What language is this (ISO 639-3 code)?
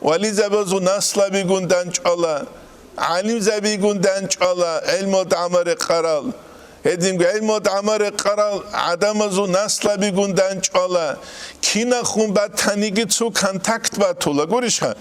ava